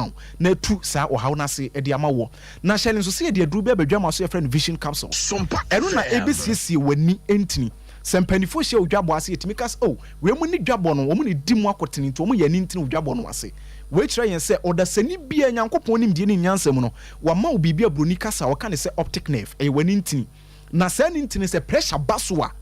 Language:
Akan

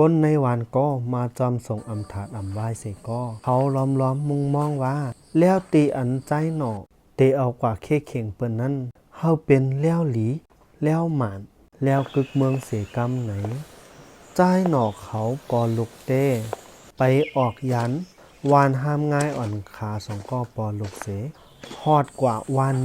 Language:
Shan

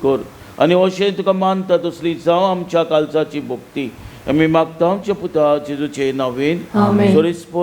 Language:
Konkani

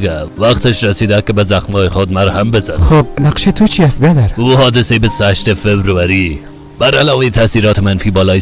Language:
Tajik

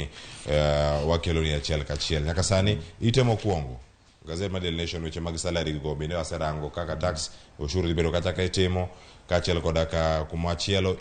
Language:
Luo (Kenya and Tanzania)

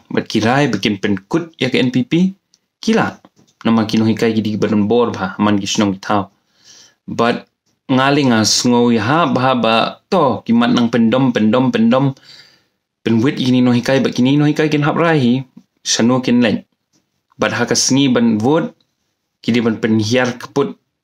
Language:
Khasi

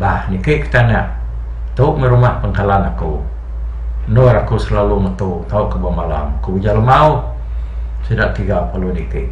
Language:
Iban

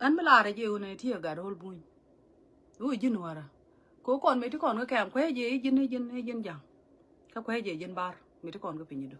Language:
Nuer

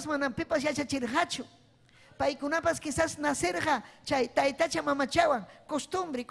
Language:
Ayacucho Quechua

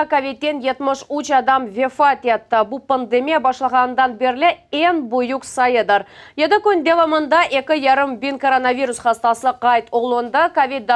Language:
Crimean Tatar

